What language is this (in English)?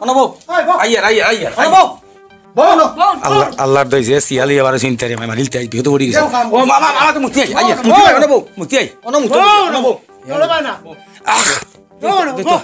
Sylheti